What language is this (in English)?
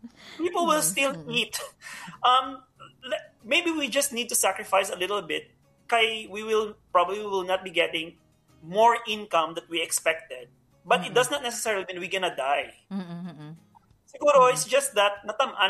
Hiligaynon